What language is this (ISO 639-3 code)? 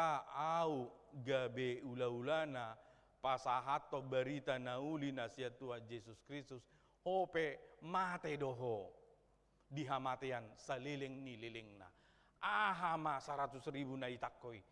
bbc